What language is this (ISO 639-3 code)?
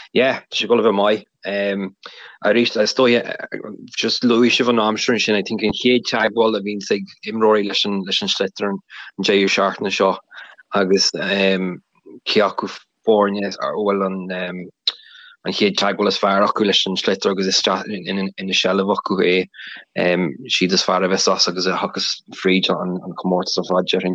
gle